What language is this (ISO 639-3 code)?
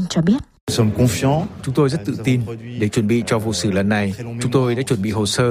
vie